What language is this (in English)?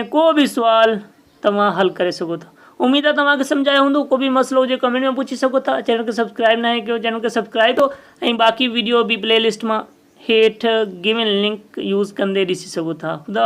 Sindhi